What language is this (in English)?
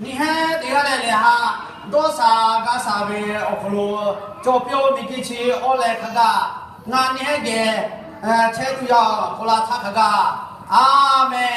Lahu